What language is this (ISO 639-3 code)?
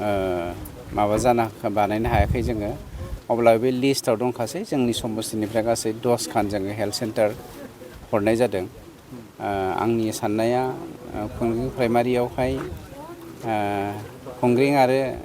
brx